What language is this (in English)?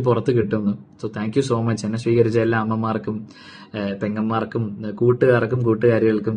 Malayalam